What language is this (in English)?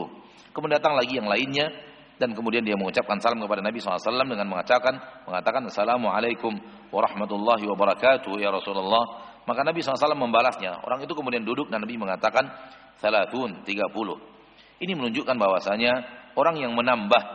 Indonesian